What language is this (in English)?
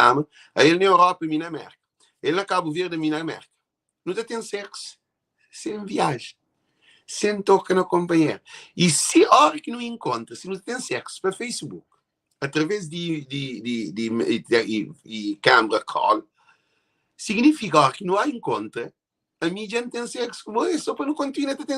Kabuverdianu